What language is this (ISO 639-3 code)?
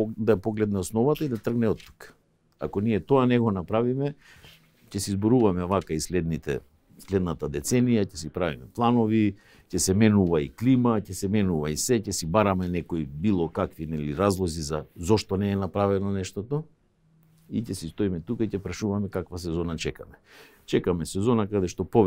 mkd